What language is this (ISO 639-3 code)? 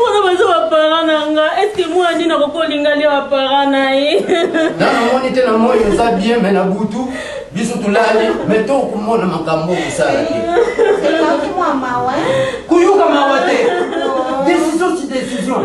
lin